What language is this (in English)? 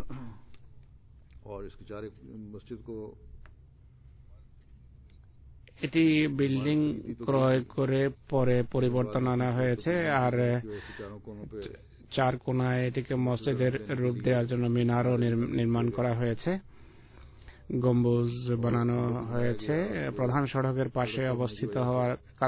Bangla